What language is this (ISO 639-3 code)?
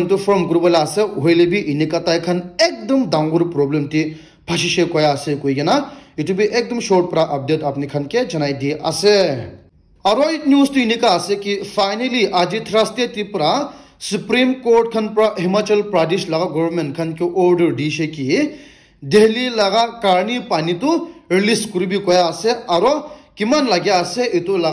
nag